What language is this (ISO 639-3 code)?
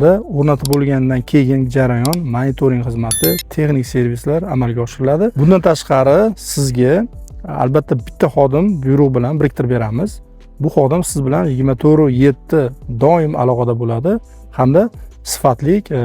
uzb